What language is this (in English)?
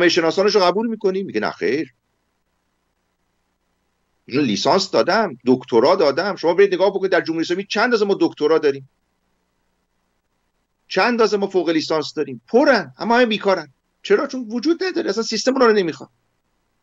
Persian